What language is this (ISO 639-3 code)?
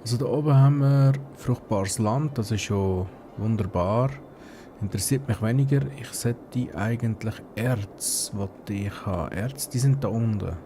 gsw